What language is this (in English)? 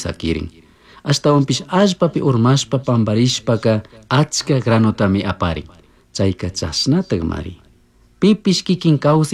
Chimborazo Highland Quichua